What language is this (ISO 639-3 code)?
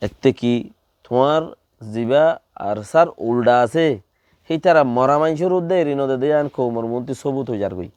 rhg